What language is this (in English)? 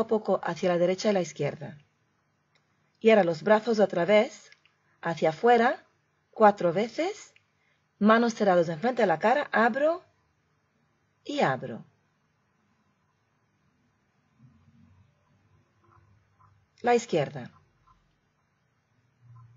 Spanish